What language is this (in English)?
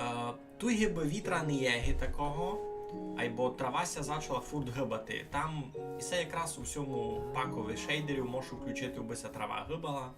Rusyn